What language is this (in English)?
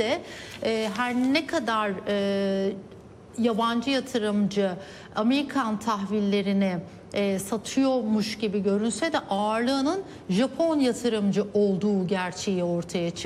Turkish